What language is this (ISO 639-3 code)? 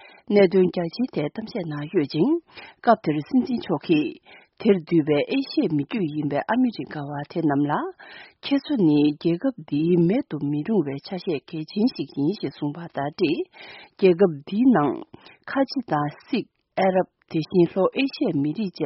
bod